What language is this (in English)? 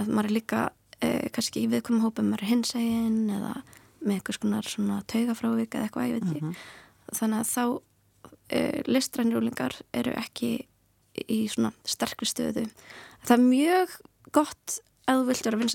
Icelandic